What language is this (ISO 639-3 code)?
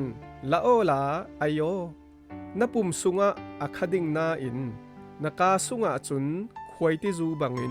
cfm